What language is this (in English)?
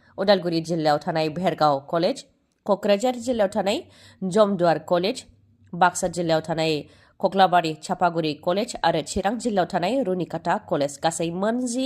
Bodo